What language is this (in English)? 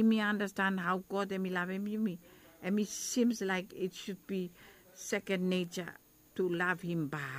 Bislama